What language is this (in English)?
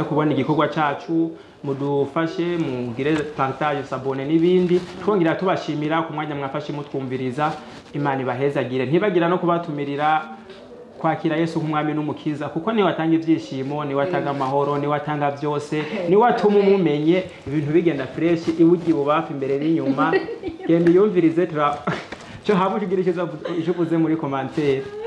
Rundi